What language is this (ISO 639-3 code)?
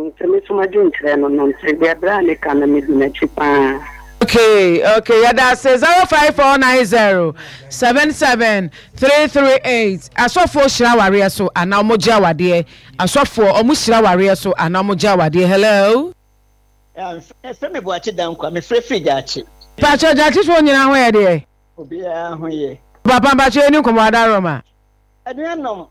aka